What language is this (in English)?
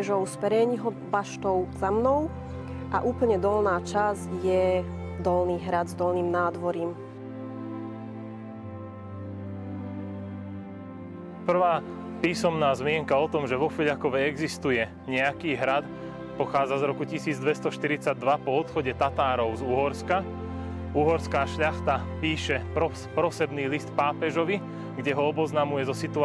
Slovak